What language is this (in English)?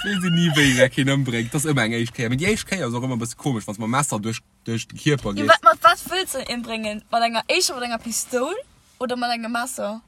Luxembourgish